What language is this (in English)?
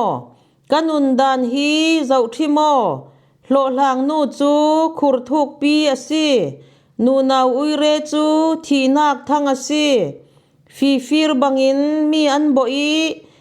Falam Chin